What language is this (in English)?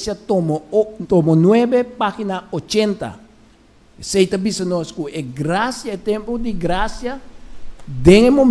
Papiamento